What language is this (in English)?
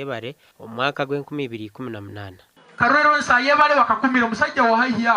Nyankole